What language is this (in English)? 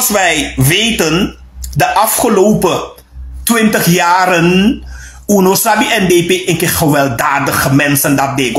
Sranan Tongo